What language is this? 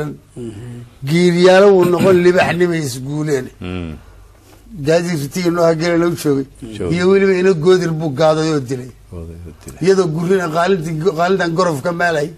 Somali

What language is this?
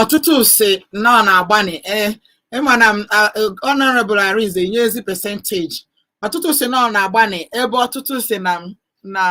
Igbo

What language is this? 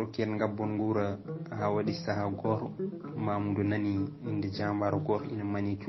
Fula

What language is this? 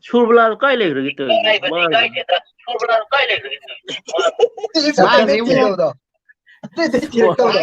Manipuri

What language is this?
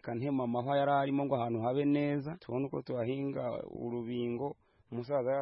Kinyarwanda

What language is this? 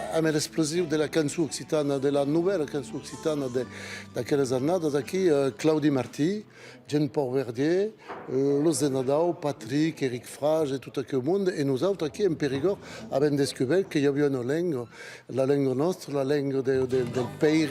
Occitan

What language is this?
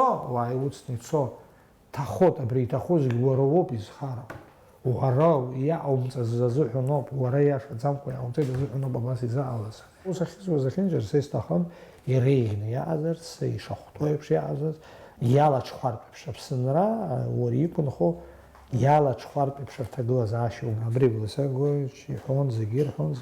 Abkhazian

